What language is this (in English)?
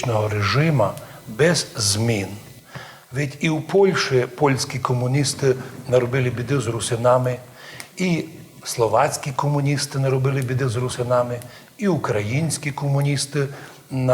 Rusyn